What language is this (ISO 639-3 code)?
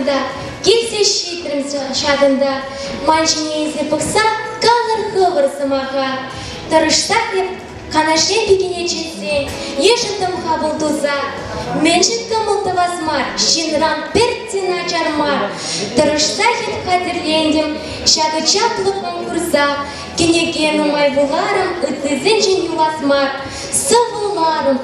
chv